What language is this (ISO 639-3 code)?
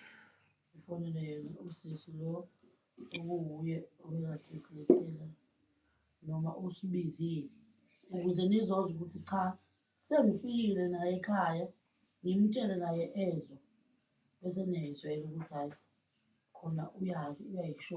zul